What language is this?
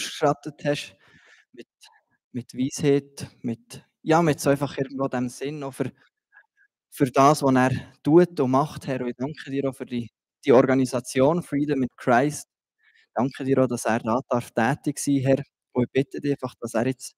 Swiss German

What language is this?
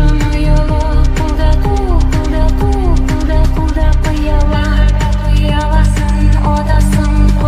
Kara-Kalpak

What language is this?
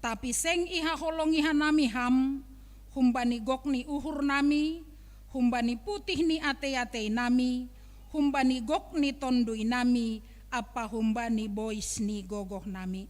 Batak Simalungun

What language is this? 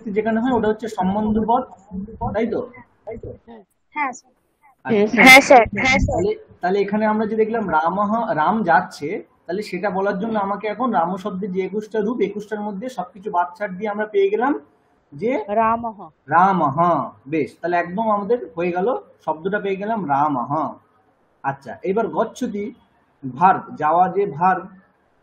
Bangla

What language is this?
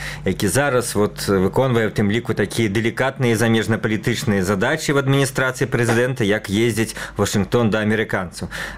Belarusian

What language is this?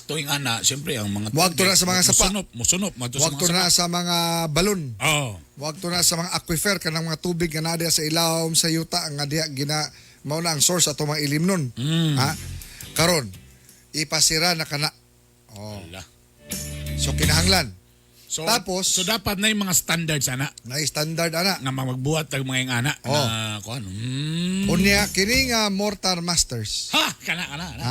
Cebuano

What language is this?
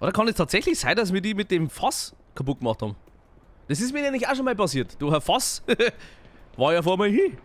Bavarian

